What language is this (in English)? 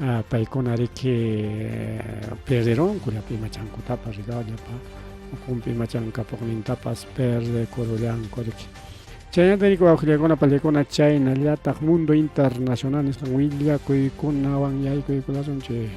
Ayacucho Quechua